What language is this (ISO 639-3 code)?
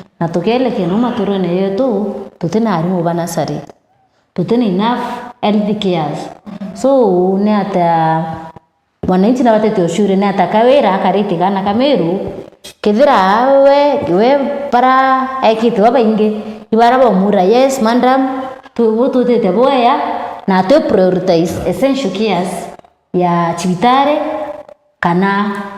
mer